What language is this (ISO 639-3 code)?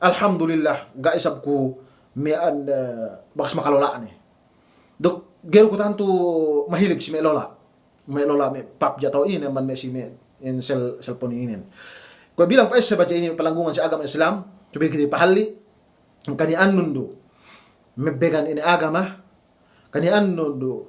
yka